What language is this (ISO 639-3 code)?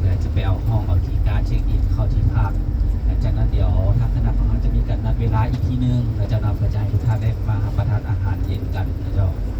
lao